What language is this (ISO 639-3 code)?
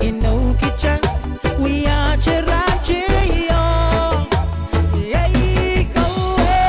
pon